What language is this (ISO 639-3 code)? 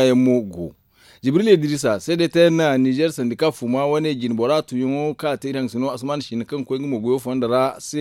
dje